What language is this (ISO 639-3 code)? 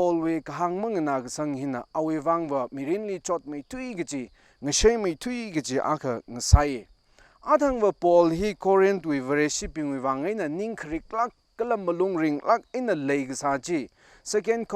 nmf